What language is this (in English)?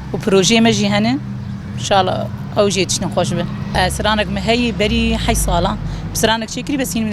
Kurdish